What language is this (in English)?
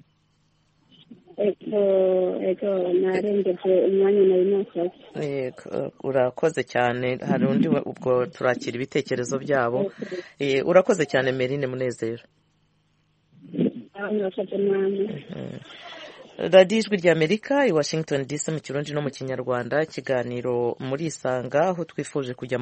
Kinyarwanda